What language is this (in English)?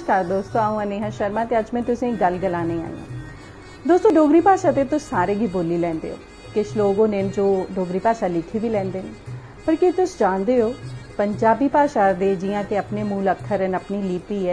Dogri